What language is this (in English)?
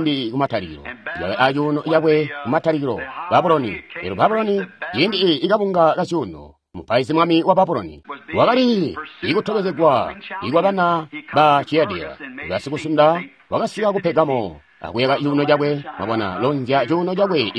Tonga (Zambia)